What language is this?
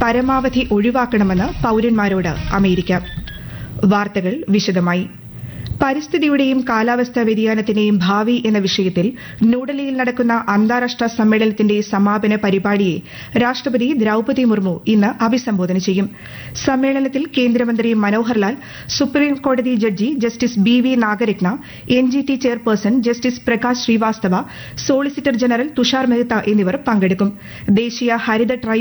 Malayalam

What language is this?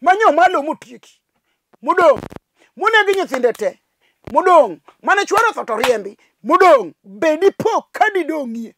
Luo (Kenya and Tanzania)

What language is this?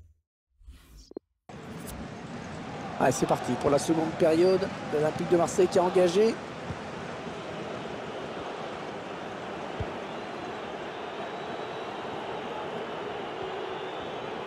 French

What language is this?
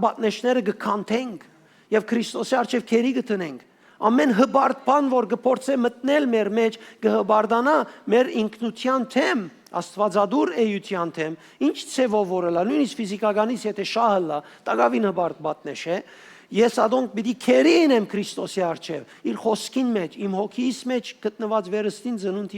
Western Armenian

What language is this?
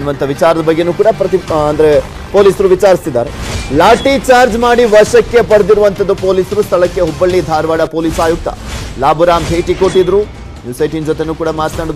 Kannada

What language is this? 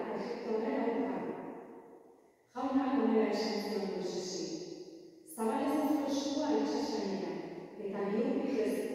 Basque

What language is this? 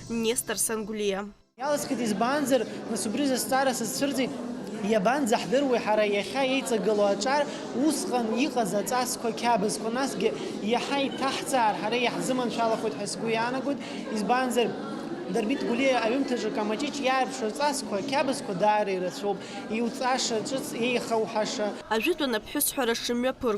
Abkhazian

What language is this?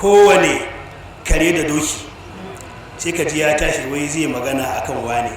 Hausa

